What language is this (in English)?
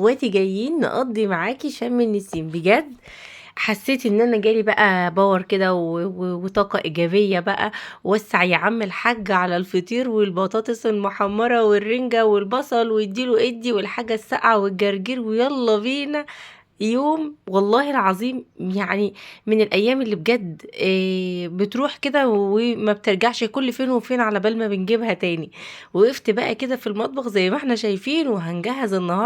Egyptian Arabic